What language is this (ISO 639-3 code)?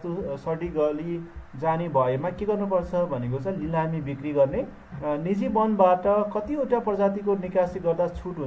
nep